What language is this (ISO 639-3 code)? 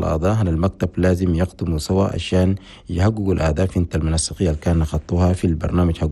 shu